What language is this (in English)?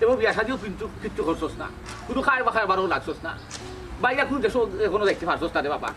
Sylheti